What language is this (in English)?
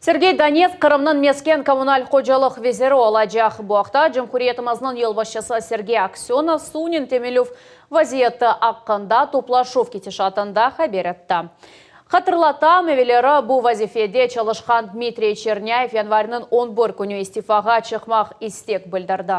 Crimean Tatar